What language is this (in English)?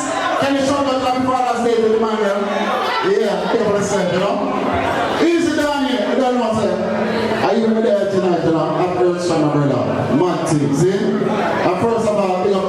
Jamaican Creole English